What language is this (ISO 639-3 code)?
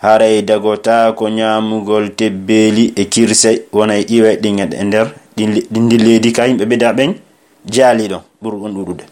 fuf